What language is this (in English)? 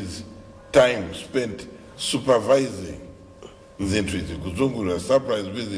Nyanja